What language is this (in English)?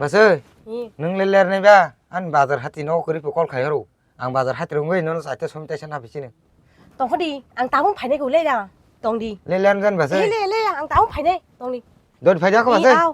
Kok Borok